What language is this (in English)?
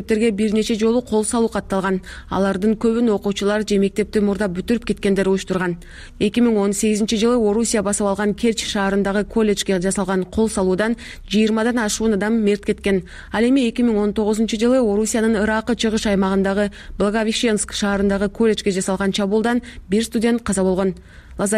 Kyrgyz